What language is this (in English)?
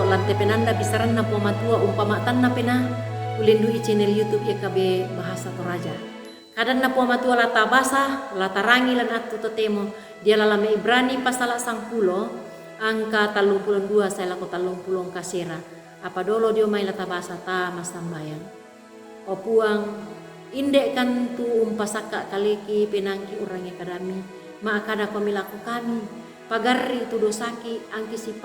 Toraja-Sa'dan